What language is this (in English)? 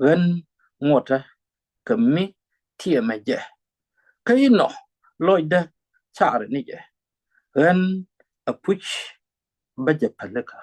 Nuer